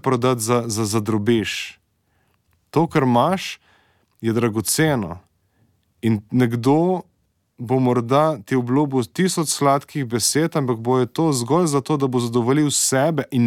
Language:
Slovenian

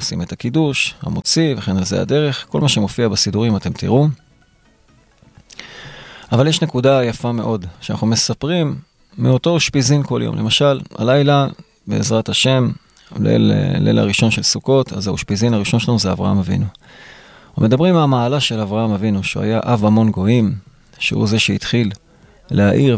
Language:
Hebrew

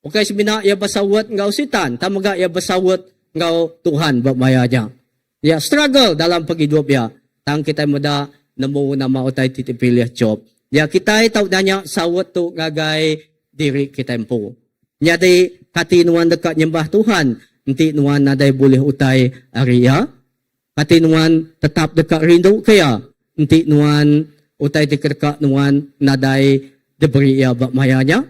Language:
Iban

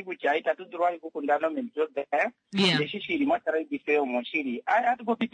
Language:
Kuanyama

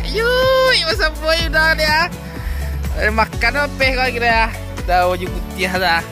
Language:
Minangkabau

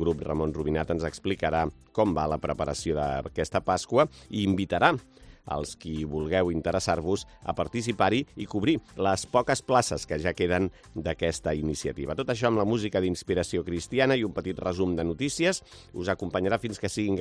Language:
Catalan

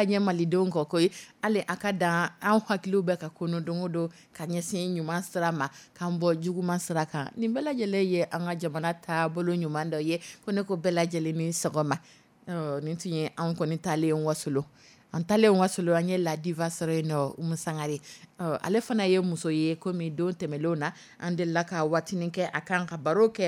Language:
Dyula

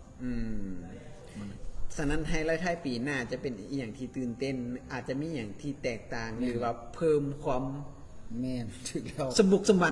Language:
Lao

